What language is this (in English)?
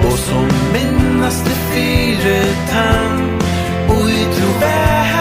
Faroese